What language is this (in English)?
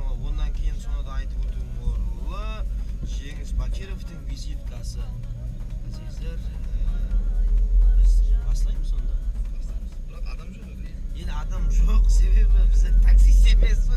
Kara-Kalpak